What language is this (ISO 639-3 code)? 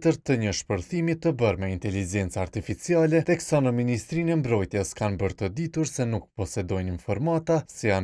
sqi